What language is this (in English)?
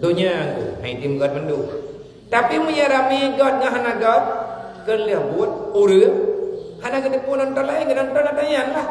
Achinese